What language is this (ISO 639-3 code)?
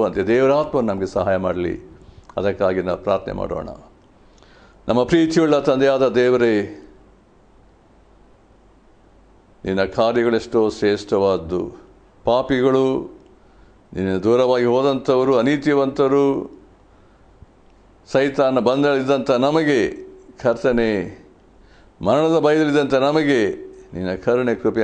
kan